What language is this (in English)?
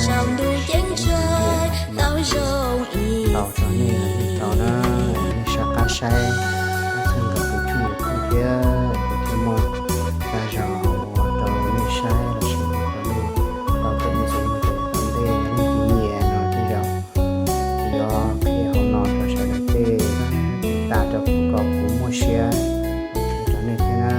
Hmong